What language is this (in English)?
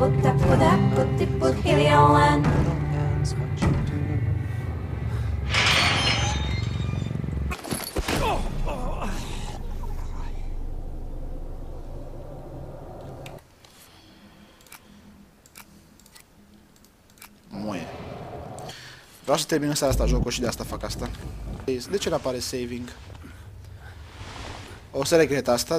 Romanian